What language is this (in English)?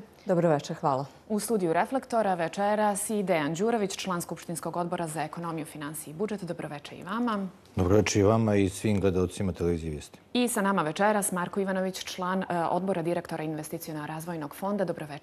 Bosnian